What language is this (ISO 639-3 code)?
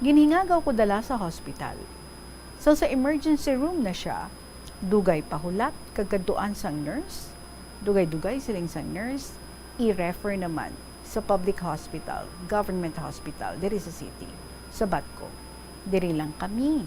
hil